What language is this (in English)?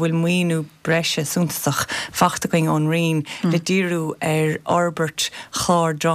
Irish